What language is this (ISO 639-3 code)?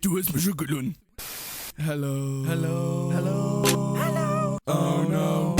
ltz